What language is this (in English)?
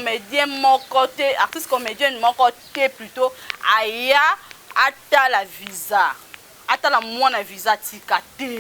Lingala